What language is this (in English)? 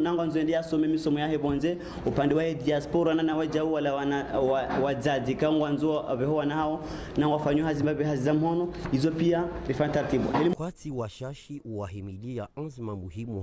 Ngazidja Comorian